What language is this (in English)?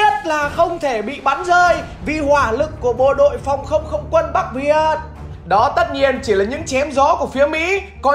Vietnamese